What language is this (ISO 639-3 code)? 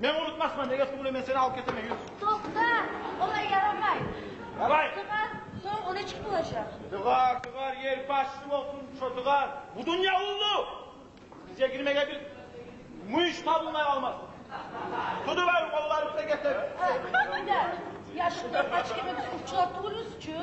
kum